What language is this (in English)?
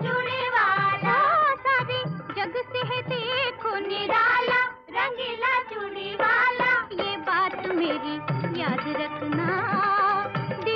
Hindi